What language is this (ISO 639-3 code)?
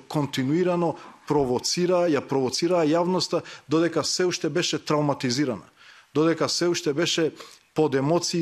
mkd